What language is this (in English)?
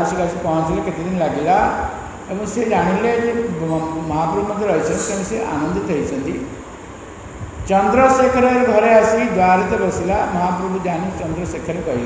Odia